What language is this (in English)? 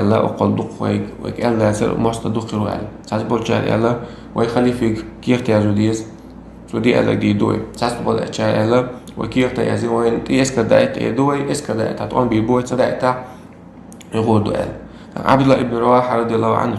Chechen